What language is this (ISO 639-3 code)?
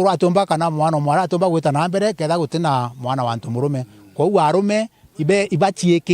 mer